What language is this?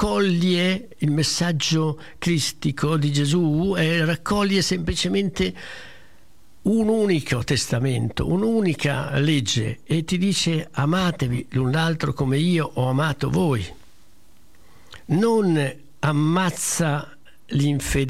Italian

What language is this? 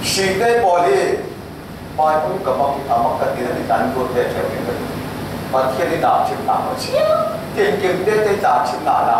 Falam Chin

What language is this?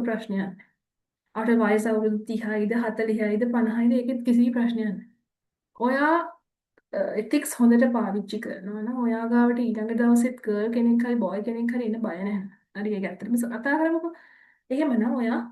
Sinhala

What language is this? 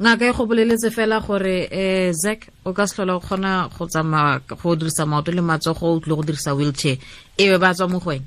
Tswana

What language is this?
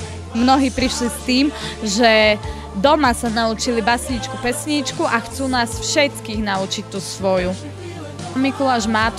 Slovak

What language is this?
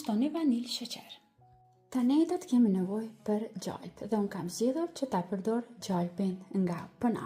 Albanian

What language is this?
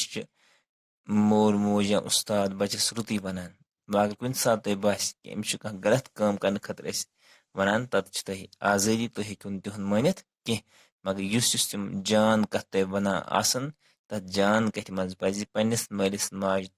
Kashmiri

